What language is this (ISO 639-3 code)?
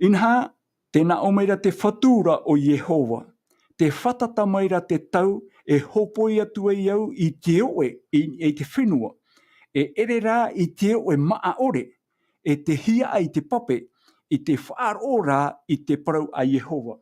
tah